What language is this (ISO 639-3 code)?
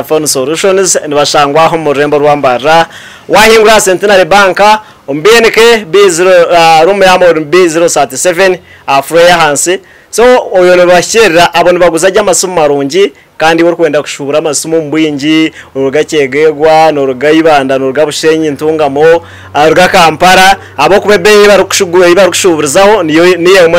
nyn